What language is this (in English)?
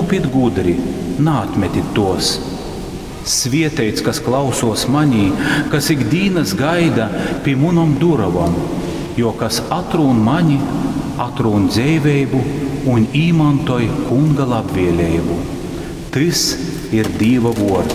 Latgalian